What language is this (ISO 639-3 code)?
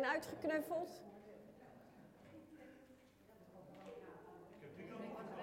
nld